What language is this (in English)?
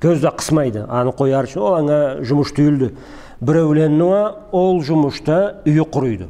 Karachay-Balkar